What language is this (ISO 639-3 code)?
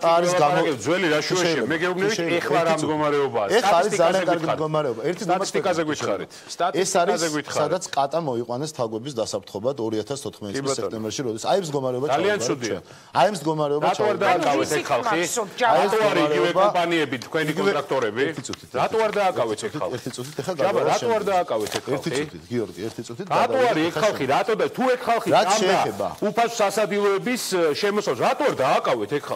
kat